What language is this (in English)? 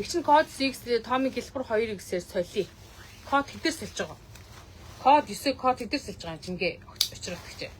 Mongolian